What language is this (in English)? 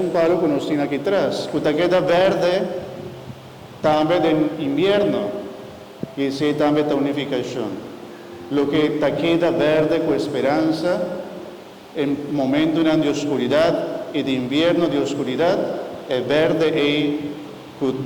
Papiamento